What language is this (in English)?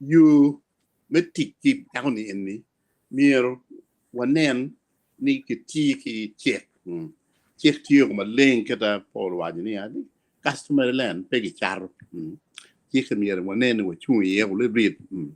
Acoli